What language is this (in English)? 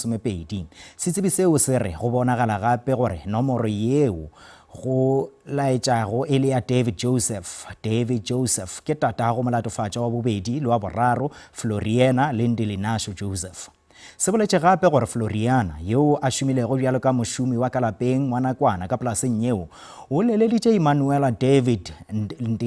Northern Sotho